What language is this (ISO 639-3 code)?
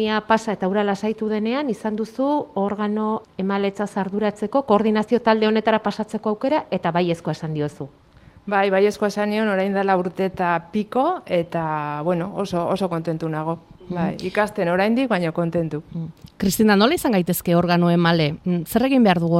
eus